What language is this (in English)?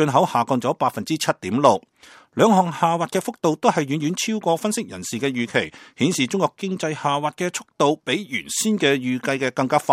Cantonese